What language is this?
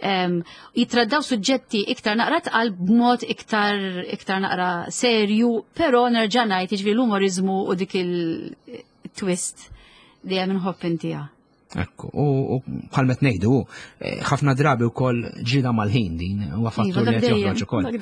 Maltese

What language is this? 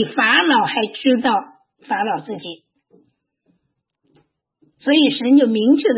Chinese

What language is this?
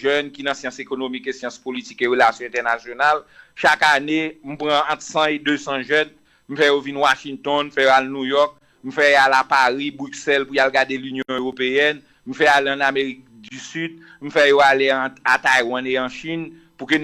Haitian Creole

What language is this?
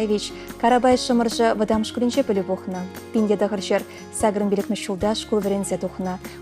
Chuvash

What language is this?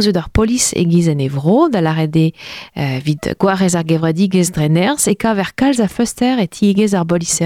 Breton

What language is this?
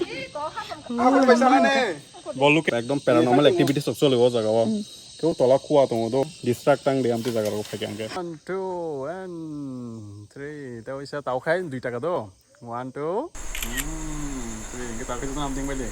Kok Borok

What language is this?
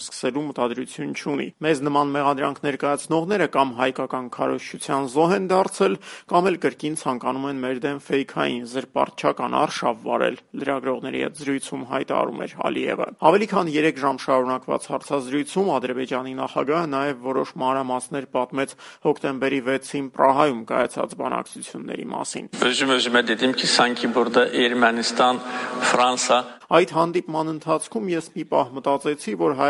Armenian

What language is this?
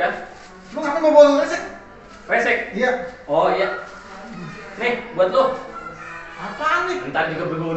Betawi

